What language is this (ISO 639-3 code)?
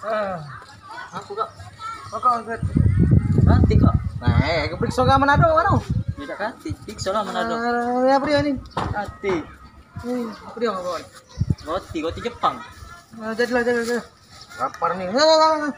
mui